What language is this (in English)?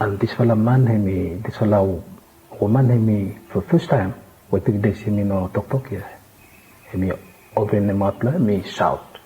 Bislama